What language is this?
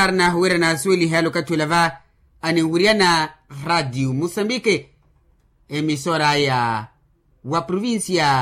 Makhuwa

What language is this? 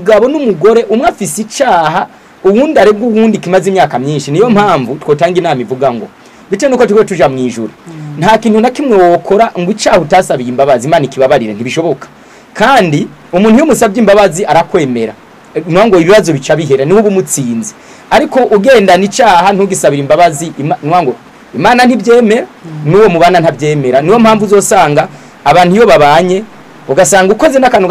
Rundi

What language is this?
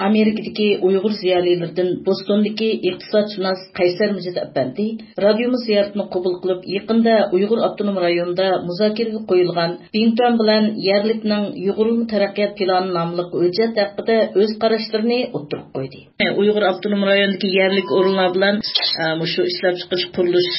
Uyghur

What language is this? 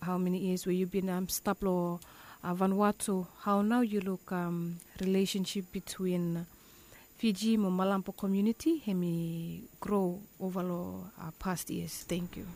Bislama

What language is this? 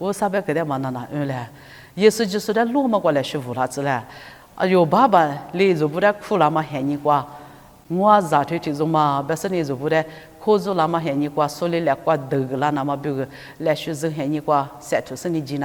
Lisu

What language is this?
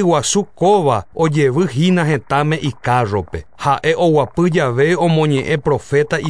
Guarani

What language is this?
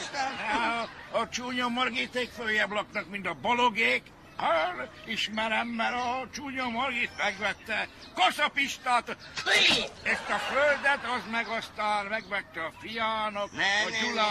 Hungarian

